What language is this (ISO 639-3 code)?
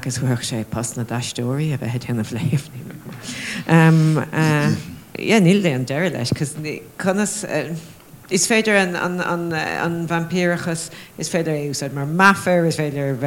gle